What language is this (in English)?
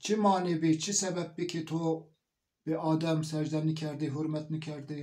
Zaza